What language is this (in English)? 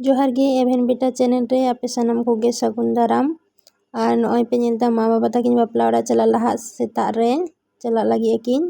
Santali